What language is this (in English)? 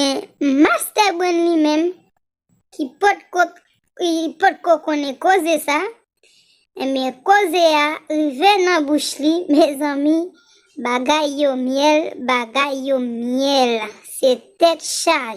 Haitian Creole